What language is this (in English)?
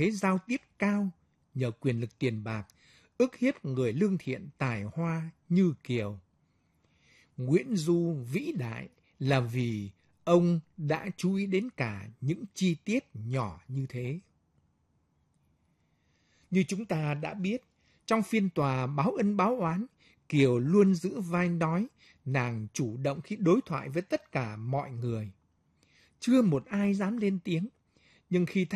Vietnamese